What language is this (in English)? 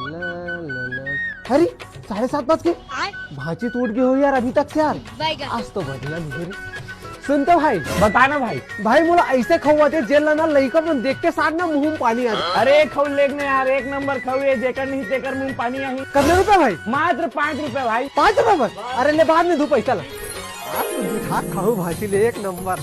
Chhattisgarhi